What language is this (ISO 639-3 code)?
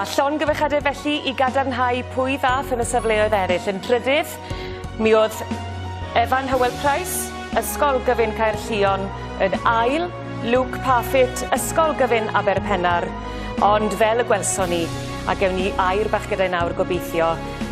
cym